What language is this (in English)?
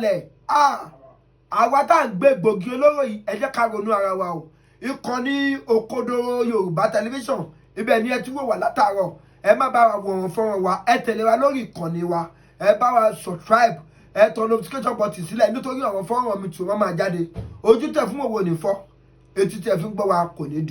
Yoruba